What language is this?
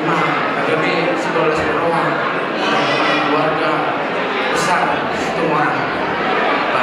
Batak Toba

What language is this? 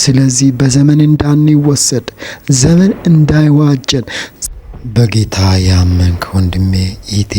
Amharic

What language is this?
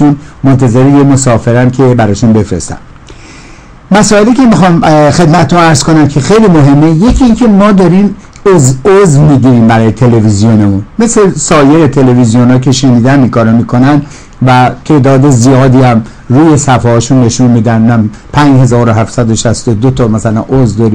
Persian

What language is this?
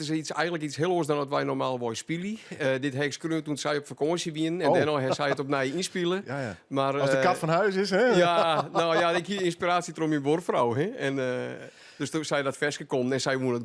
Western Frisian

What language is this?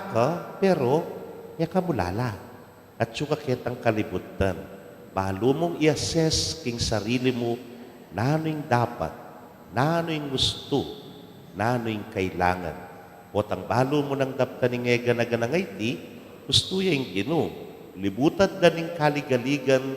Pampanga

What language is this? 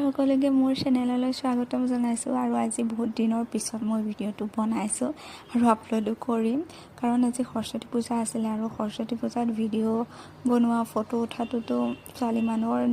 Assamese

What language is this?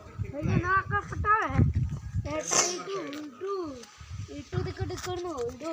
Santali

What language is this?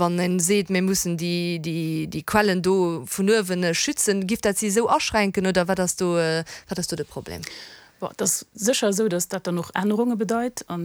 Luxembourgish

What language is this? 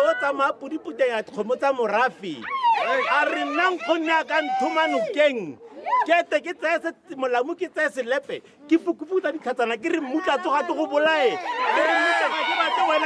Tswana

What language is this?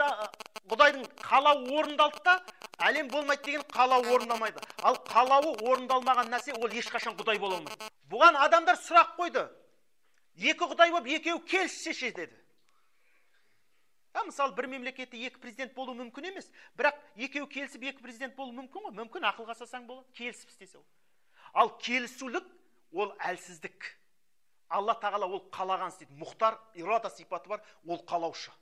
Kazakh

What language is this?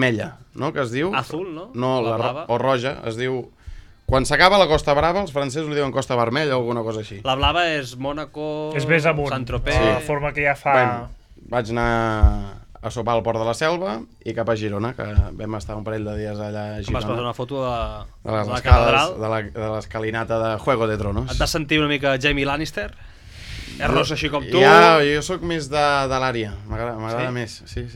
Catalan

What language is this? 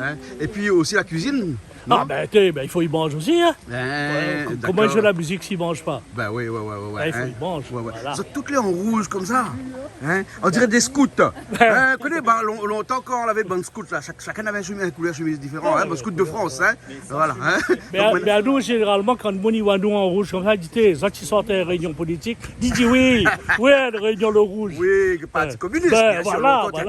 Réunion Creole French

